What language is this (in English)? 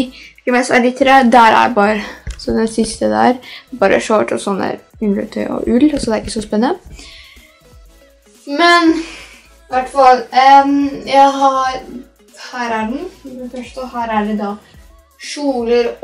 Norwegian